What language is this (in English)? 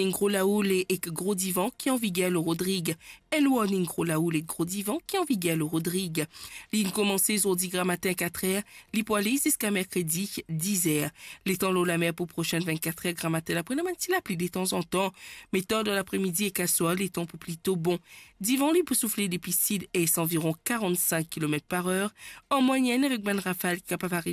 Morisyen